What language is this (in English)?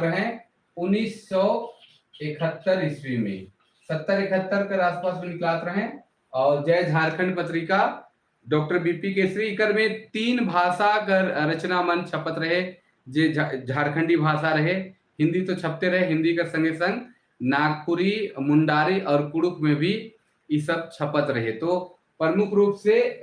Sadri